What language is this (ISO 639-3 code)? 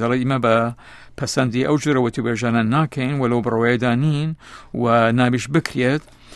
ckb